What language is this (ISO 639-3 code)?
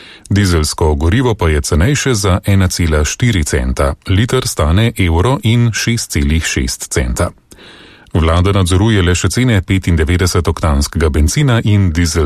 slv